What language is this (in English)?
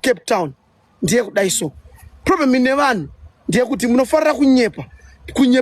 Shona